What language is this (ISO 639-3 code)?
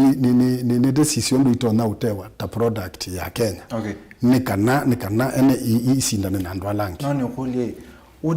kam